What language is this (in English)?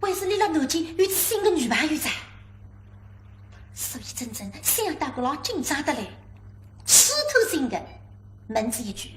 Wu Chinese